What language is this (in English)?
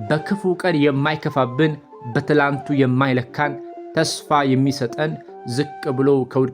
Amharic